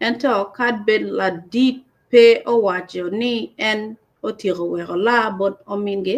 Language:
Acoli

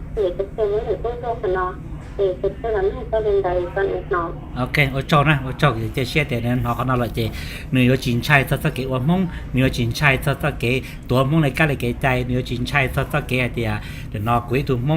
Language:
Hmong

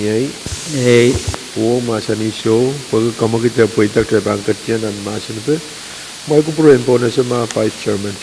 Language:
Pohnpeian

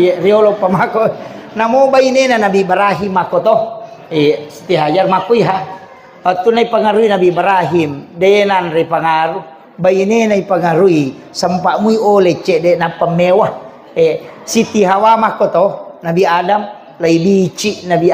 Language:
Buginese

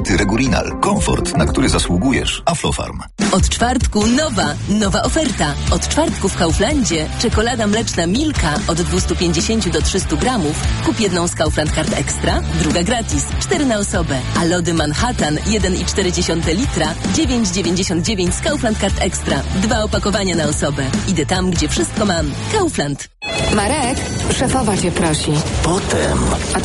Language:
Polish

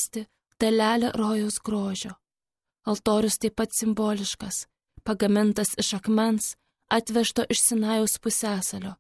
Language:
Lithuanian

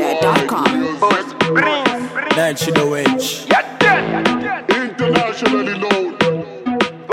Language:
Bemba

